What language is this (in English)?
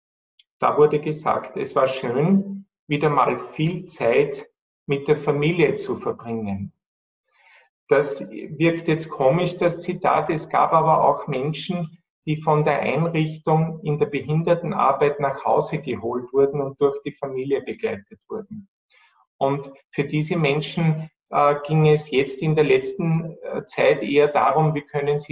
German